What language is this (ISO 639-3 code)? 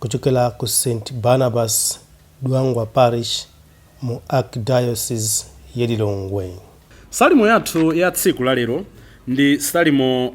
nya